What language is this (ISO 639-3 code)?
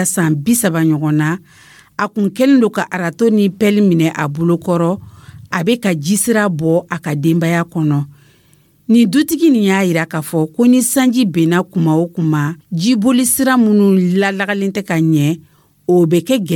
dyu